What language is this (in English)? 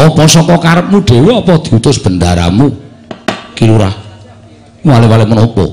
Javanese